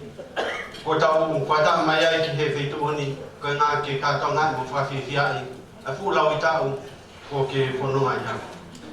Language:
Tongan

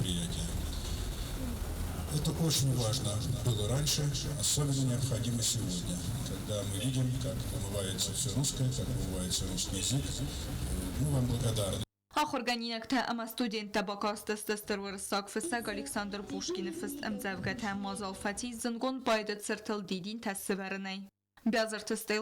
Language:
Ossetic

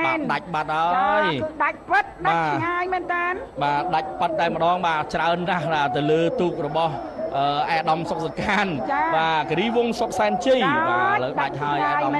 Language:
Khmer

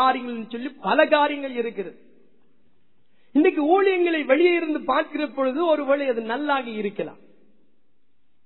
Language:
Tamil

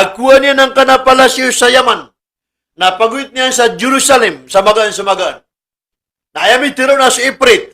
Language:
Maranao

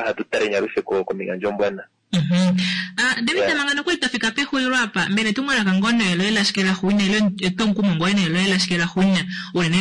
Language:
Kuanyama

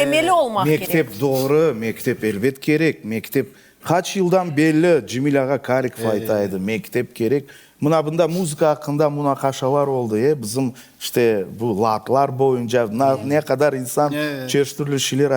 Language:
Crimean Tatar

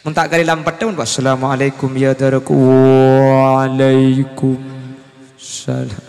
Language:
Madurese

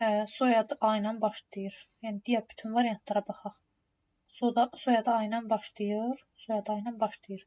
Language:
Azerbaijani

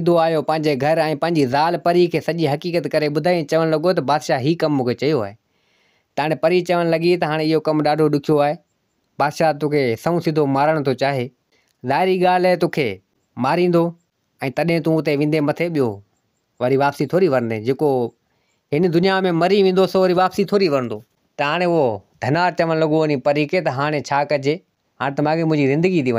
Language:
Sindhi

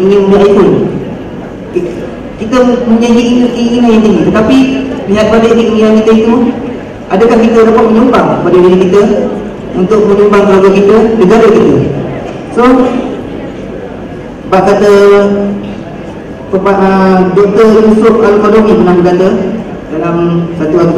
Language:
Malay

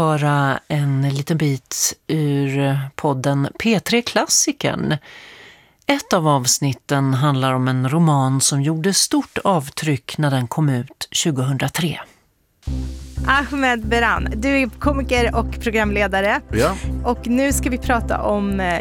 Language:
Swedish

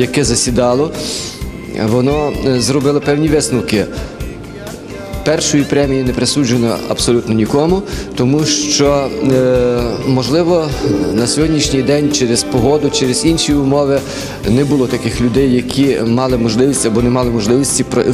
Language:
Ukrainian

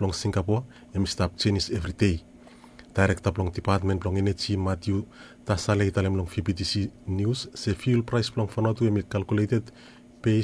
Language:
Bislama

